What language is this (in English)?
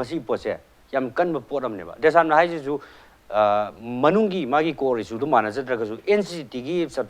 Manipuri